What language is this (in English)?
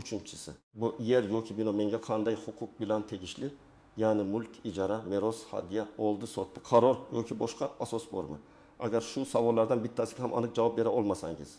Uzbek